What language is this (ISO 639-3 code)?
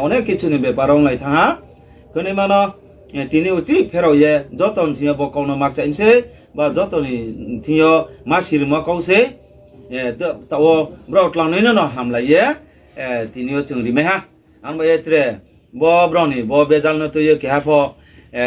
ria